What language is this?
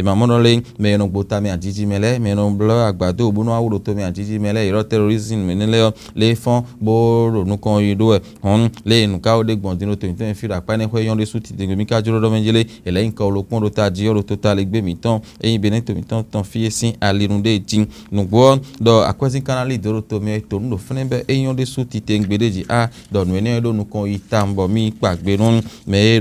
Fon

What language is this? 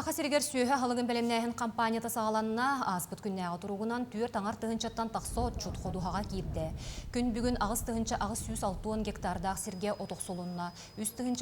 Yakut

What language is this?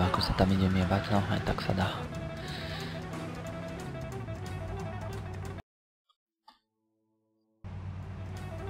Slovak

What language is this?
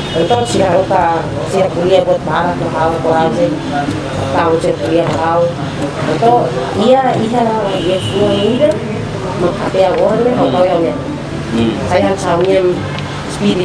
Tetum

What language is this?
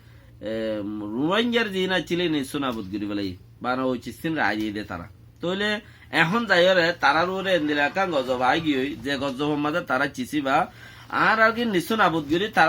Rohingya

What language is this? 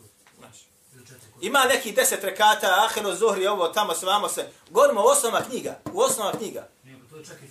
Bosnian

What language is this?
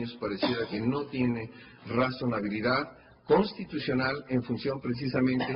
Spanish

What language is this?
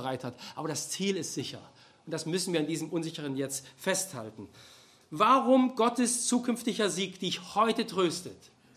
German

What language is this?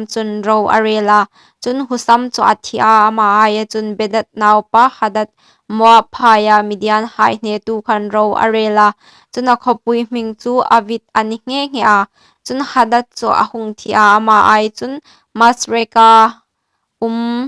Hmar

